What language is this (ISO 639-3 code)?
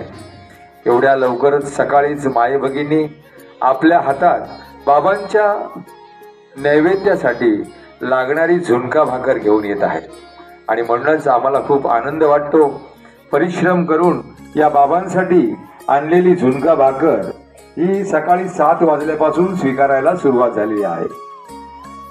mar